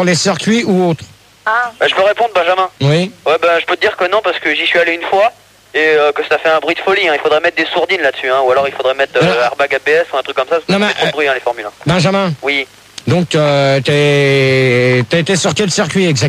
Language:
French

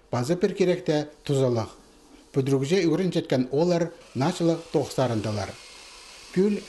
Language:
Khakas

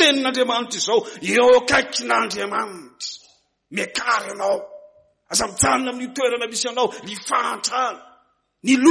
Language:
Malagasy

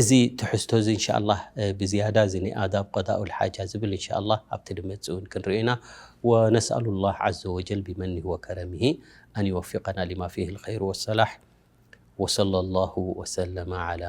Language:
Tigrinya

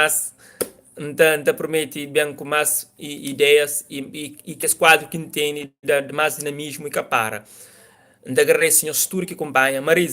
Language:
Kabuverdianu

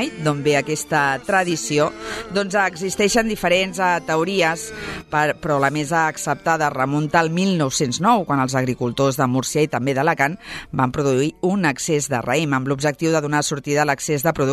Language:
Catalan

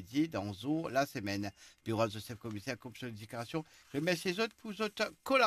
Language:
Morisyen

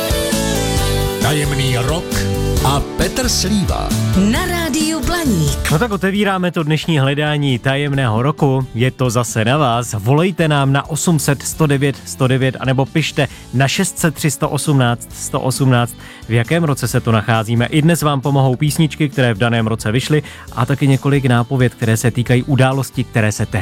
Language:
Czech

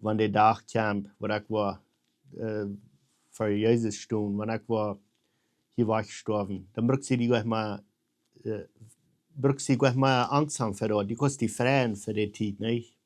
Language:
Plautdietsch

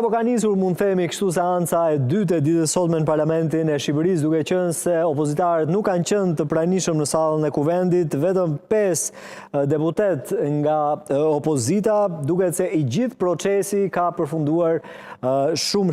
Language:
Albanian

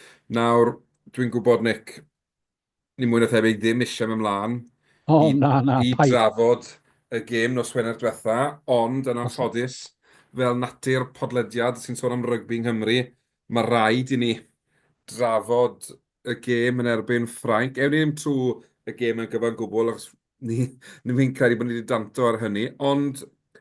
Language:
Welsh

